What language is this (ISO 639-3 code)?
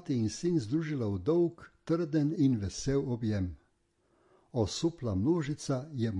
slv